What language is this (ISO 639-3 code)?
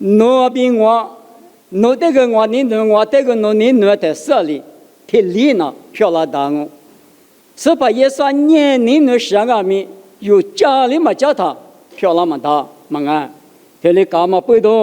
lis